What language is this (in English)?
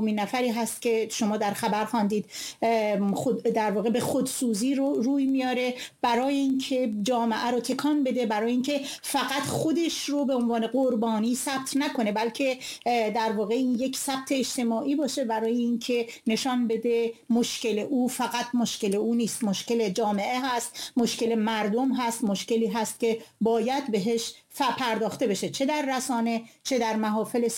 Persian